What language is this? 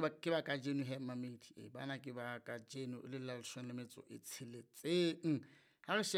Southern Sotho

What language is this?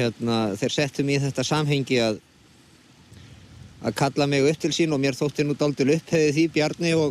Icelandic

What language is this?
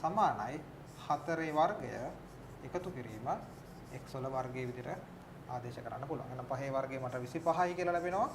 Sinhala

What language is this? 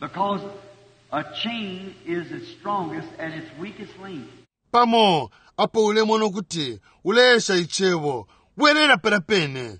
Bemba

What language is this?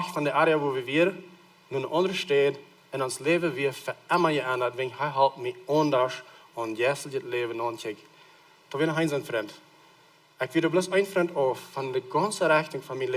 Plautdietsch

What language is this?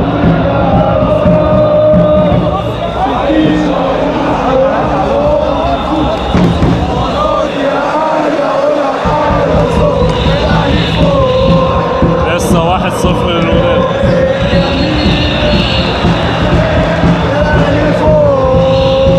Egyptian Arabic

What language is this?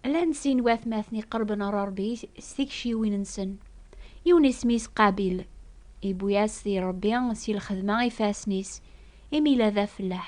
Kabyle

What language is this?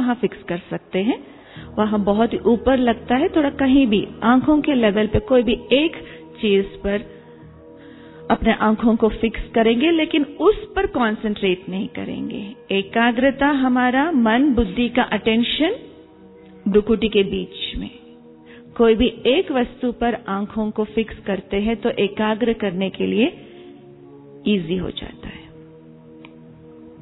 Hindi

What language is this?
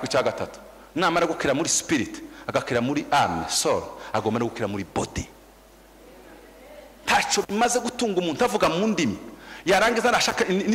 Kinyarwanda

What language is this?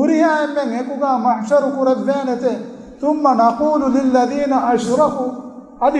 Divehi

